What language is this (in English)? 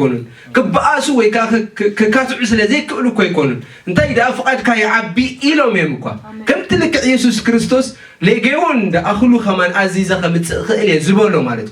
Tigrinya